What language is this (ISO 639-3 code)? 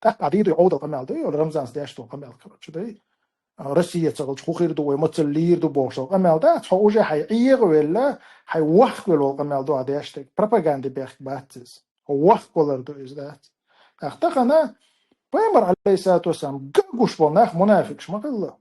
che